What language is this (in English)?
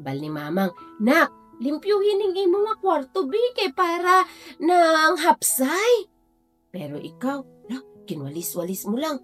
Hiligaynon